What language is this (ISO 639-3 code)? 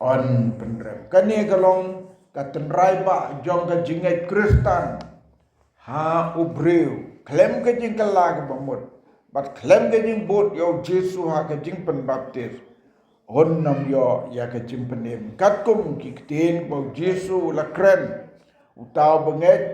kha